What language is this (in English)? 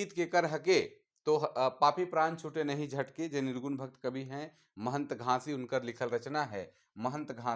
Sadri